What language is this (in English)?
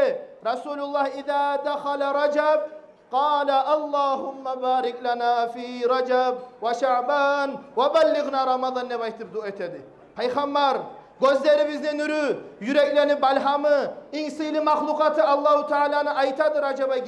Kumyk